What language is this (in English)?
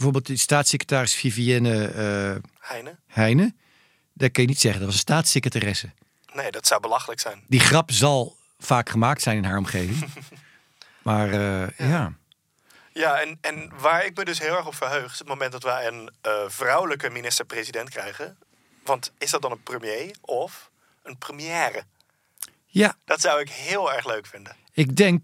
Dutch